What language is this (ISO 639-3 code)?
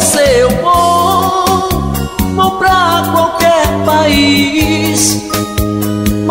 por